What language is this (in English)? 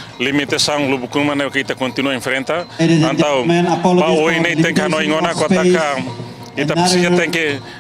Tetum